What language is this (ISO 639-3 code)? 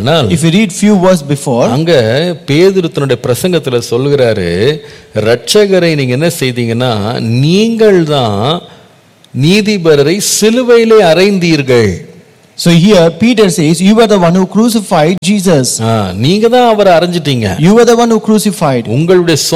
tam